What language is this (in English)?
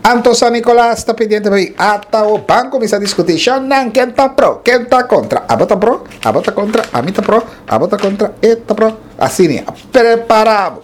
Papiamento